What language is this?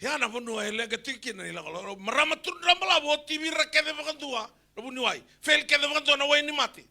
Fijian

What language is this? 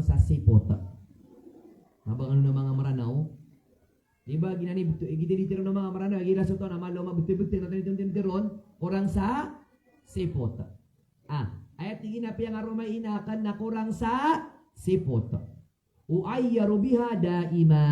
Maranao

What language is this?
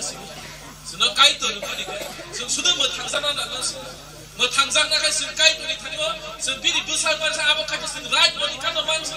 Kok Borok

